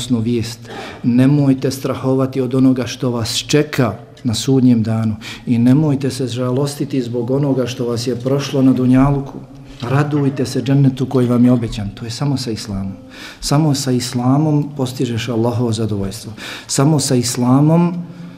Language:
Bosnian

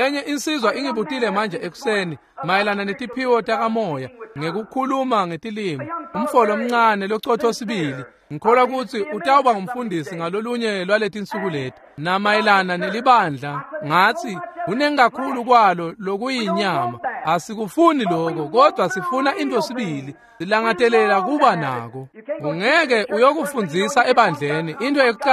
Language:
Swati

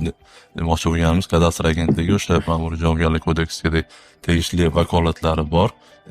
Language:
Uzbek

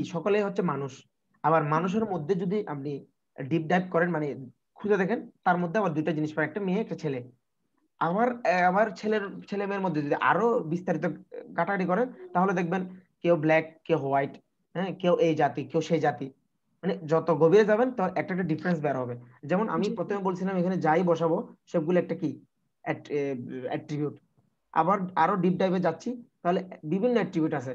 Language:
Bangla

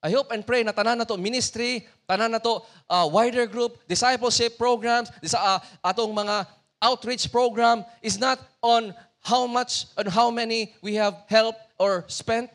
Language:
Cebuano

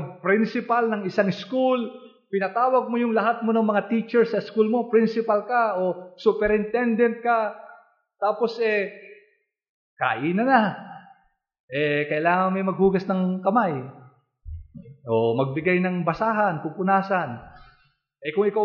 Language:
Filipino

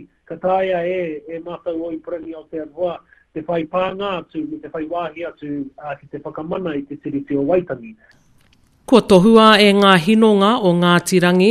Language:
Māori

